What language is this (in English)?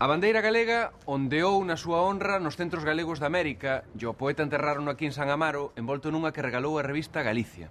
Galician